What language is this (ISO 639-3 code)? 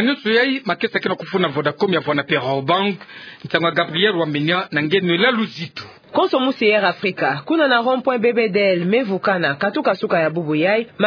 ktu